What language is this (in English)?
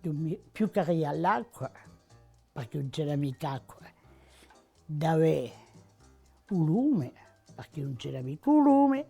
Corsican